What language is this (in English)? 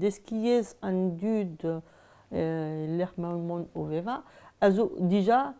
Breton